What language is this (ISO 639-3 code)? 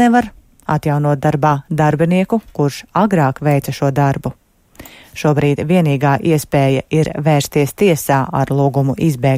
lav